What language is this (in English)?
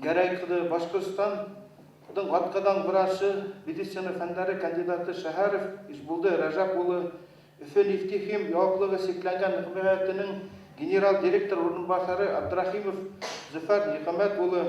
Bashkir